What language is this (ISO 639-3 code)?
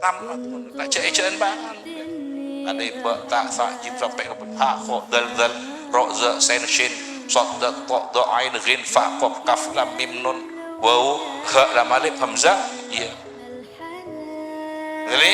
mad